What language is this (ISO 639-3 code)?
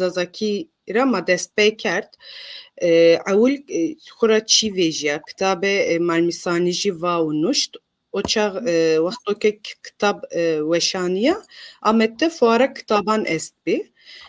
zza